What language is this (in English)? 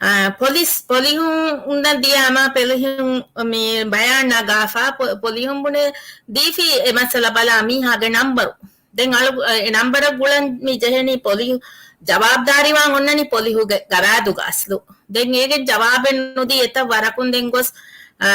Divehi